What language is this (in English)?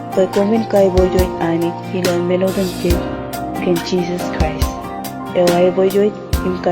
Marshallese